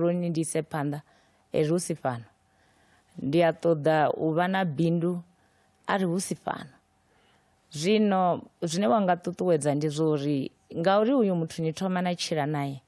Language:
Venda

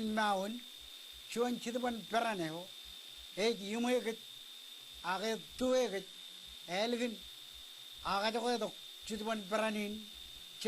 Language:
Marshallese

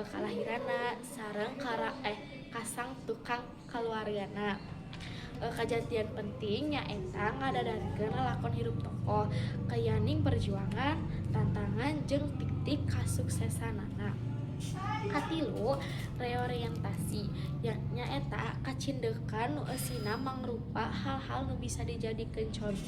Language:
Sundanese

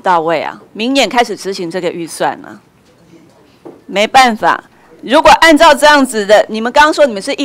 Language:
Chinese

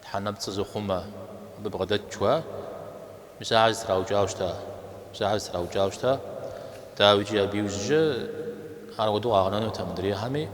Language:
Kabardian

